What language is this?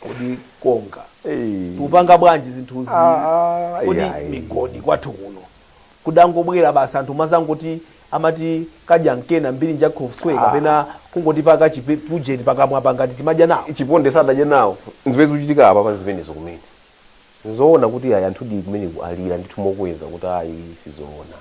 Nyanja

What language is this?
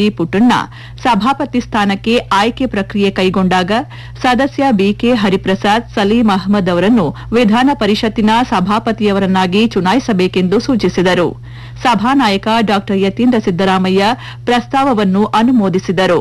Kannada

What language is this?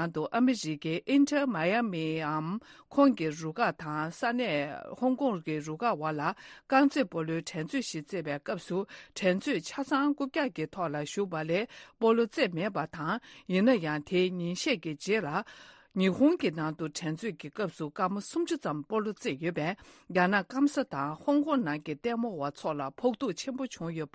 Tibetan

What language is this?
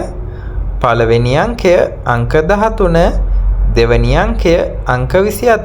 Sinhala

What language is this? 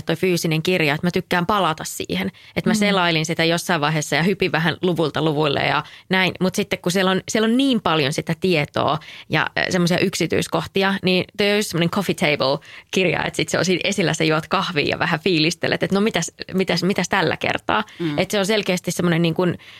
Finnish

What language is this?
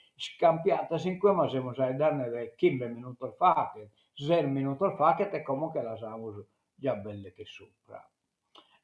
Sardinian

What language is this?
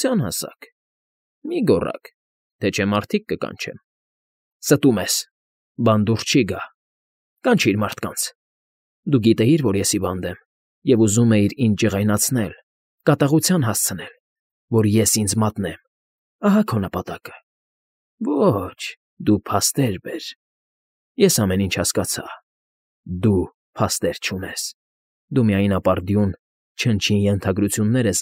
Armenian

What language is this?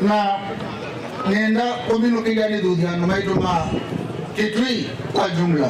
Kamba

